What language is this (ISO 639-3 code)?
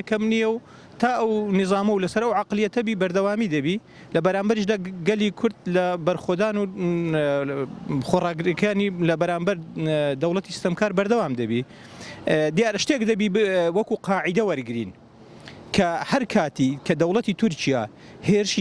ckb